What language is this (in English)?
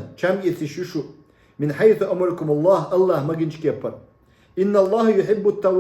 Chechen